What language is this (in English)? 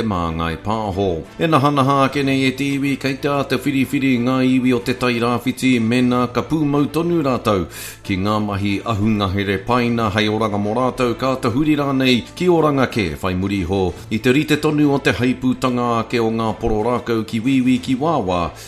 Māori